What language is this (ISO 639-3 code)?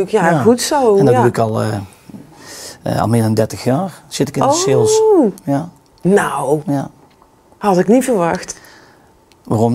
nld